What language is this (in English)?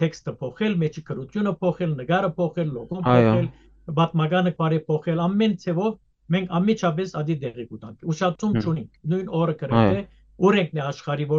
Western Armenian